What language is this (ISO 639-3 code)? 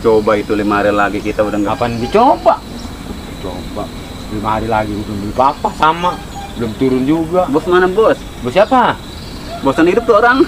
bew